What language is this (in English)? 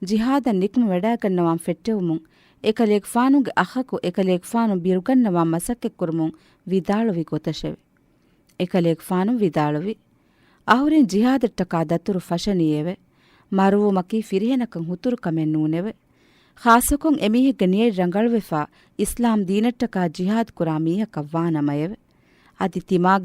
Divehi